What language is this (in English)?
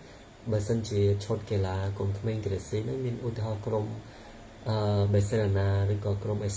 Khmer